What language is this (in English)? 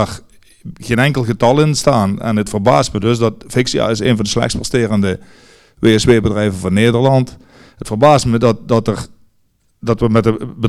Dutch